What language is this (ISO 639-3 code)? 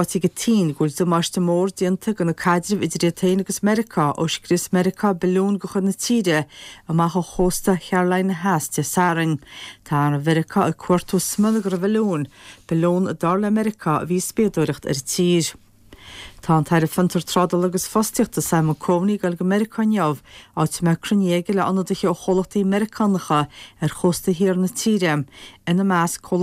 gle